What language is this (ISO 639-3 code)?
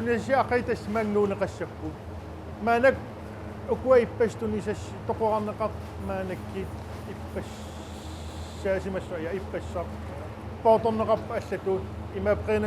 kal